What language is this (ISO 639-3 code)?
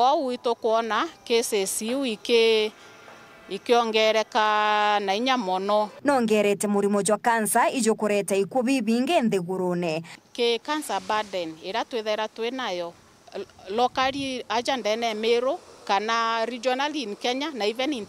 mer